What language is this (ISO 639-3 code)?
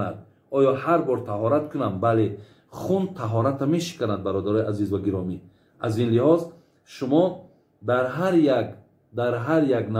tgk